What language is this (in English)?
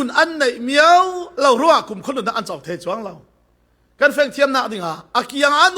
Falam Chin